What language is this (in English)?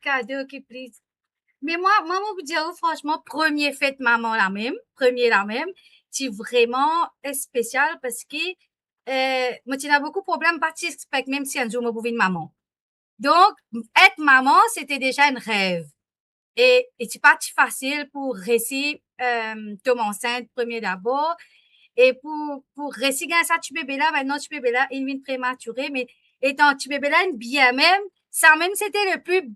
Morisyen